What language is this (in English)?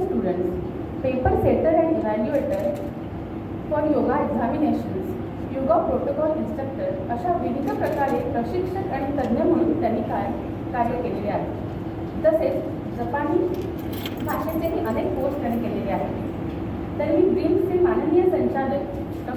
Marathi